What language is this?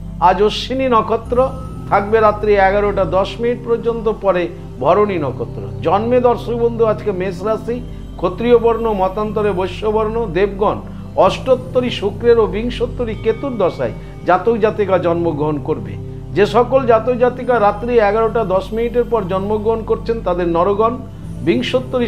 Bangla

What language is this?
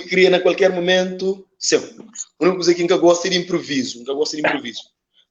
Kabuverdianu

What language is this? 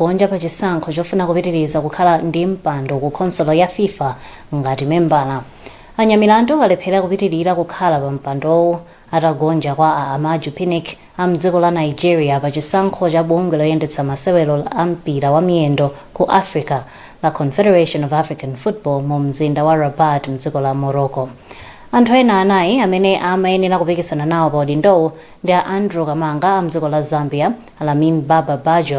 Nyanja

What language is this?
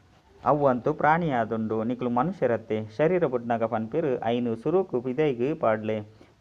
Tulu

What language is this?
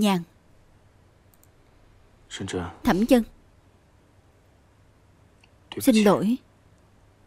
Vietnamese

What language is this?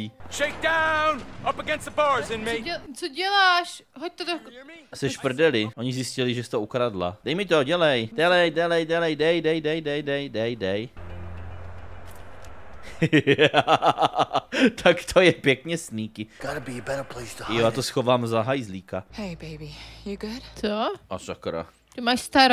Czech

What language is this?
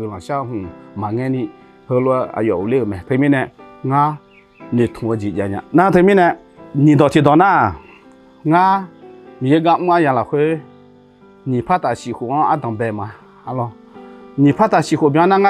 Akha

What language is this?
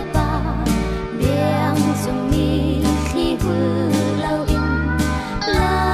Hakha Chin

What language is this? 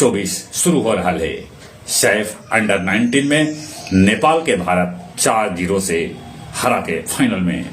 Magahi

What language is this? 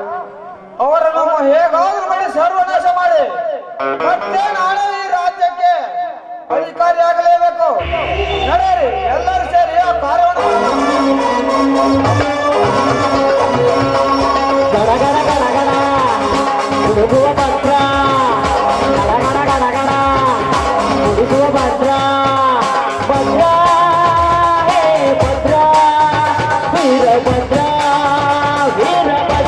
Kannada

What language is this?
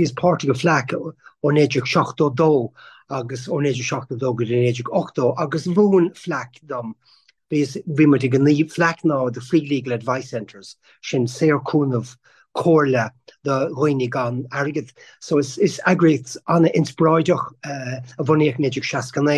Irish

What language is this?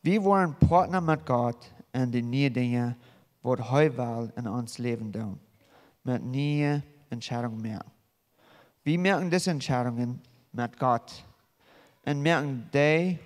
Plautdietsch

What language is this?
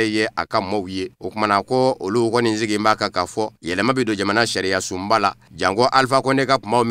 Bambara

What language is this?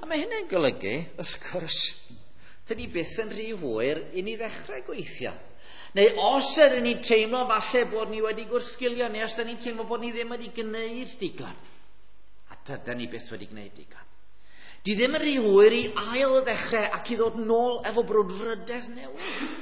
Welsh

